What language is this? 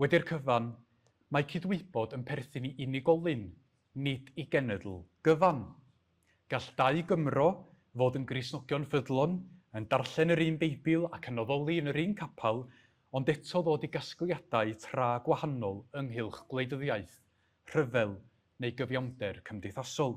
Welsh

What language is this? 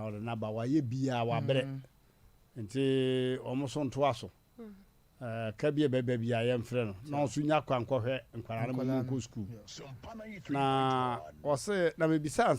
Akan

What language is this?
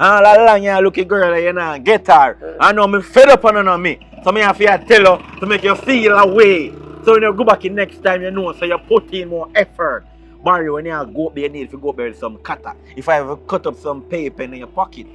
Jamaican Creole English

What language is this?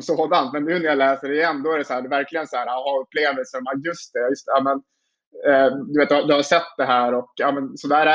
Swedish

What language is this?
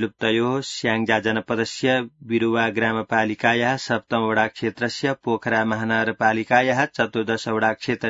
Sanskrit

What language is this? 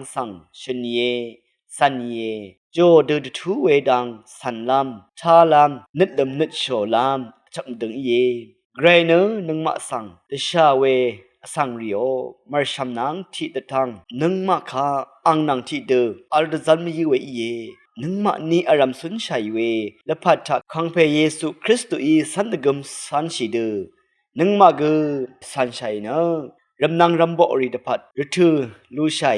Rawang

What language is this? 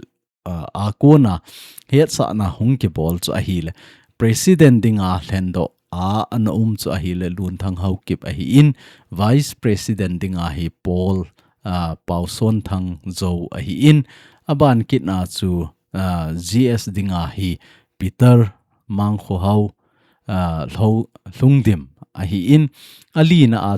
Thado Chin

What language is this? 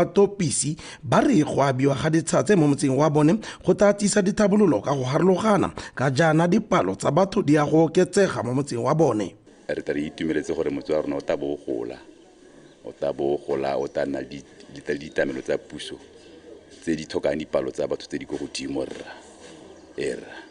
Tswana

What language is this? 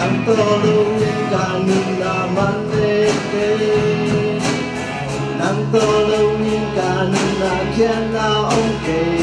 Tedim Chin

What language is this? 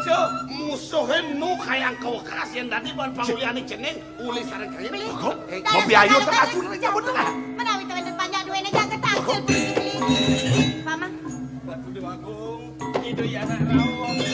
Balinese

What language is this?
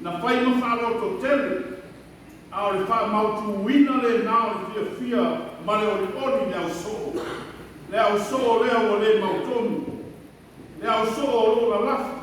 Samoan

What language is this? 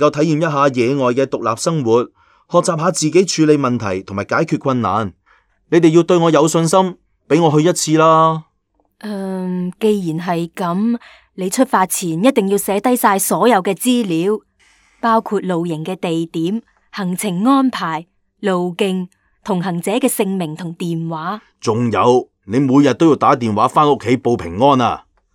Cantonese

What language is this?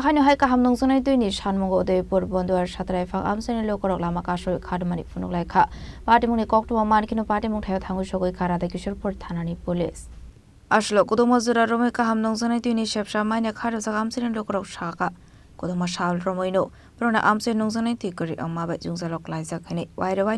Kok Borok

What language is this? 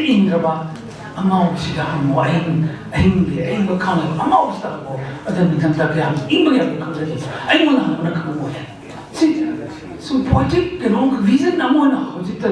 Manipuri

